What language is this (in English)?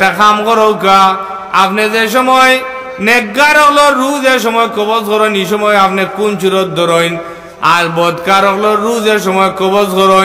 Sylheti